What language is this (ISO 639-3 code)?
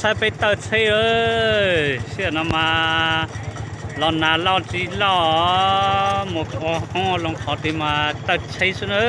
hmn